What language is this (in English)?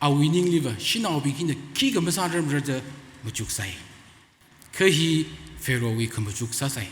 Tangkhul Naga (India)